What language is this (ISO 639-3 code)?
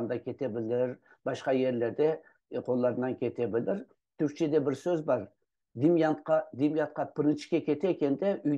crh